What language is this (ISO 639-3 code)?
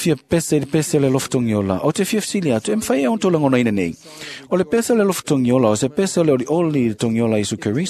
smo